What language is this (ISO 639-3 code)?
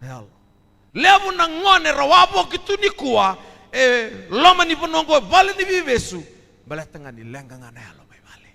fij